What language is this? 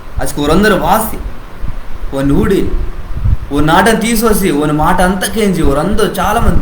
Koya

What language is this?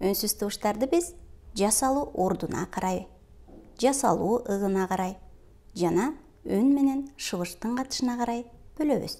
Kyrgyz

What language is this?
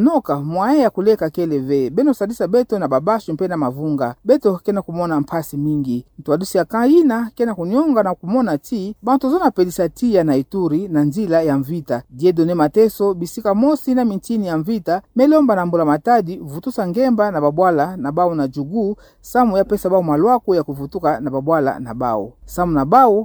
Kituba (Democratic Republic of Congo)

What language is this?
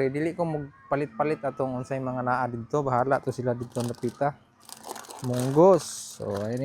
Cebuano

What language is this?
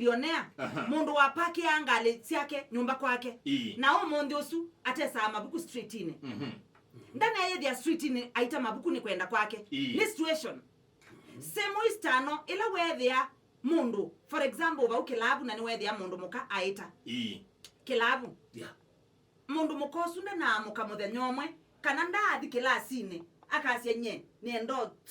Kamba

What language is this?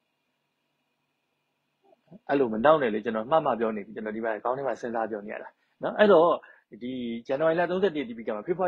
Burmese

